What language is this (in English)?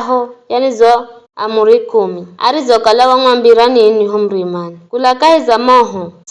Giryama